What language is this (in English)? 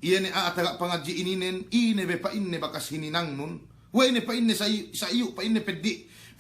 Yakan